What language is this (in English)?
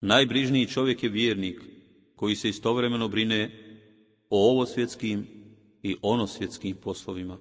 Bosnian